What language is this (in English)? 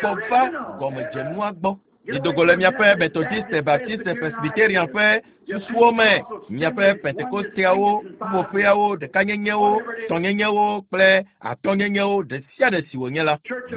Ewe